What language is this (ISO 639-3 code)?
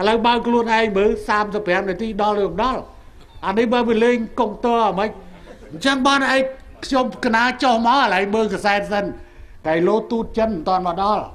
khm